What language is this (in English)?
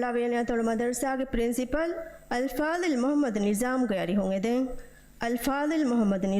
Divehi